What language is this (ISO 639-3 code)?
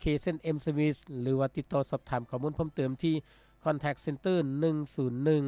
lao